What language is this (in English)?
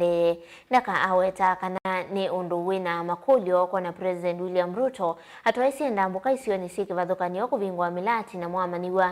Kamba